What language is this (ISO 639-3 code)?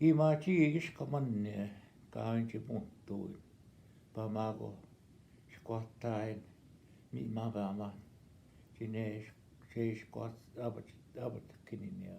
ojb